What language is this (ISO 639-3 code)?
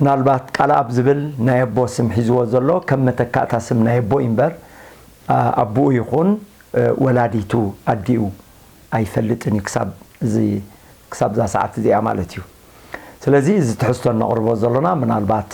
tir